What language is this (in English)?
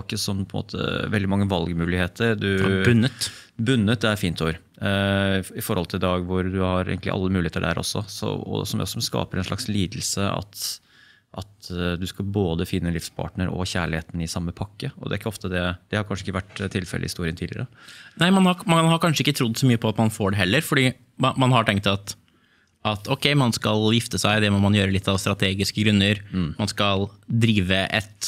Norwegian